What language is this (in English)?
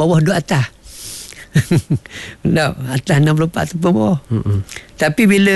Malay